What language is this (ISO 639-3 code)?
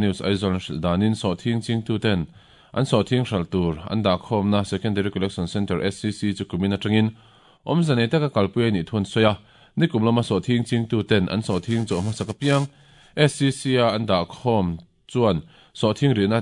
lus